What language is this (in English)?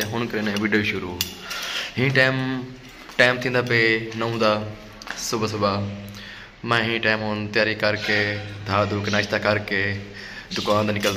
Saraiki